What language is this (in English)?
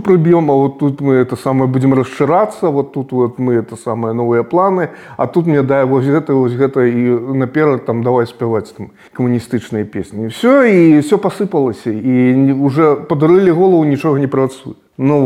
Belarusian